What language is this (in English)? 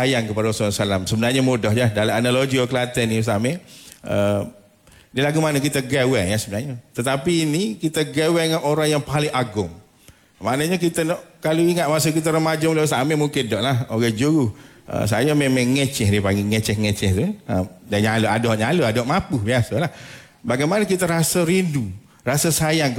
Malay